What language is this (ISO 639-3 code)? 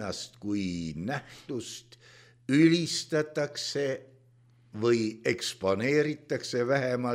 est